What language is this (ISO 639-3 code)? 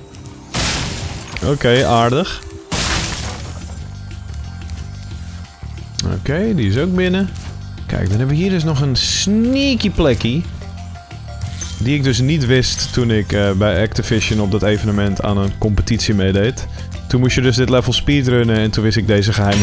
nld